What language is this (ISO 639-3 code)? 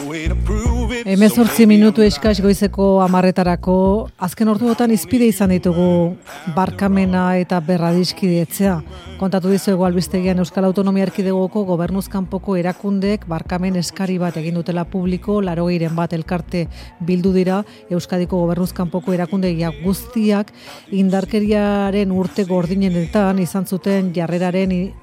eus